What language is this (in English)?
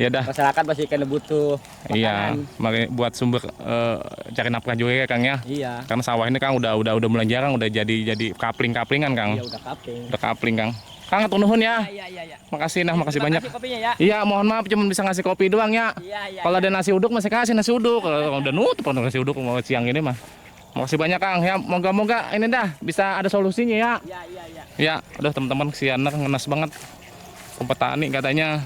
Betawi